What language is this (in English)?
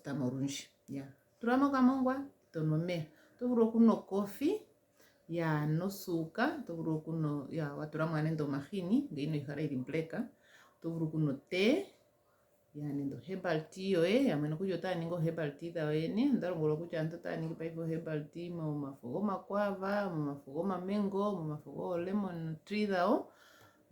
Ndonga